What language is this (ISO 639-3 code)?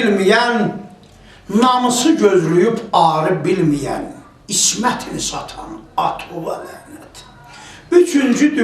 azb